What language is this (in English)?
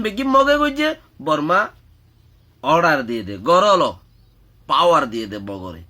Rohingya